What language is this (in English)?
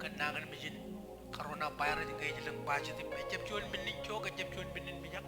Marshallese